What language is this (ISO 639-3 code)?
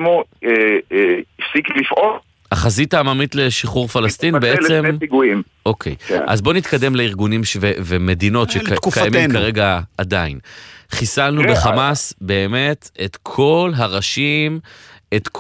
heb